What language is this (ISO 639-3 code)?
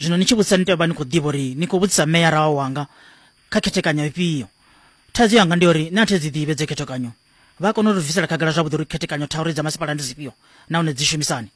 ven